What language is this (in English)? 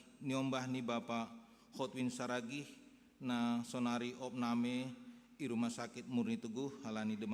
Batak Simalungun